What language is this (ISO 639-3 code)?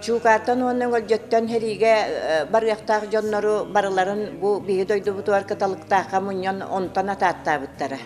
sah